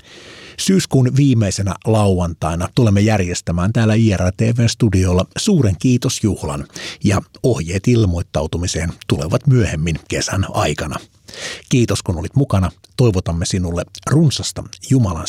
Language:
Finnish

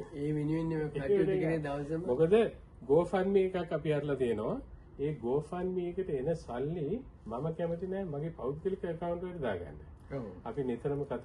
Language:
Sinhala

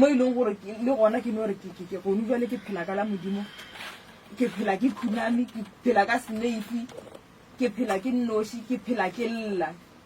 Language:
Northern Sotho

